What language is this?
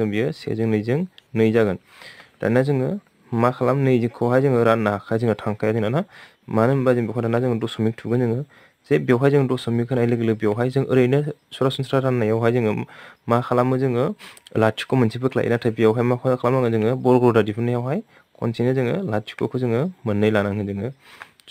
Bodo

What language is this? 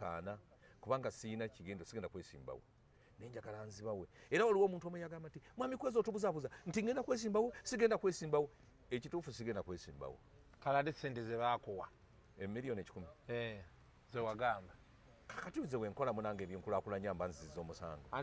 Ganda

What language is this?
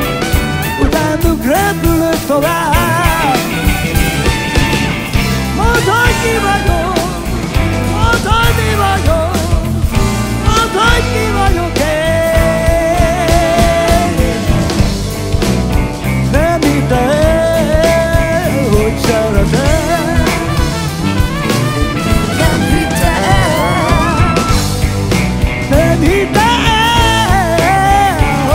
Hungarian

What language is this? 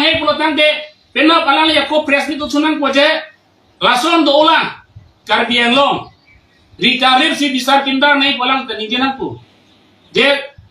Karbi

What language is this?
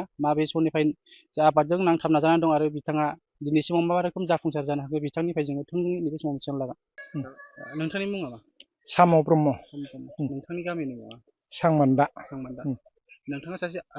Bodo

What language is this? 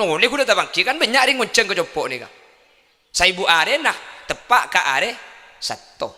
Madurese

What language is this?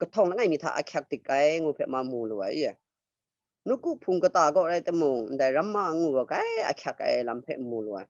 Kachin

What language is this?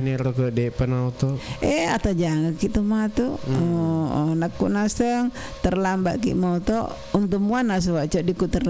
Buginese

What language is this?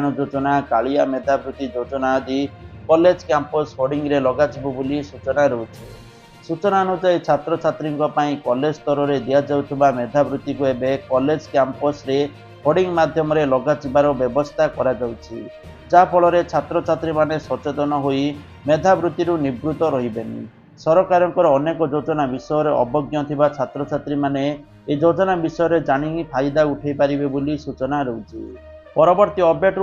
Odia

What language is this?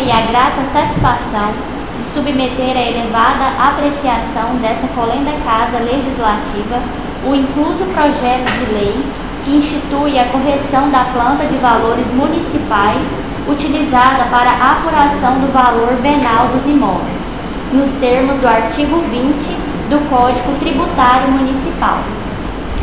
Portuguese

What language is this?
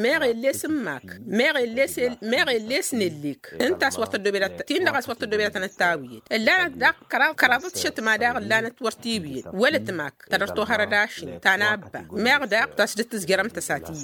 Tamasheq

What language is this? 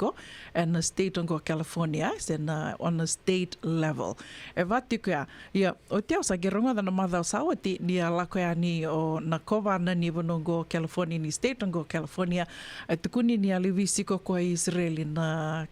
Fijian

